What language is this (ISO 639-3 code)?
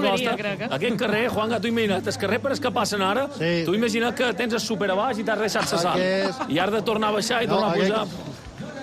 cat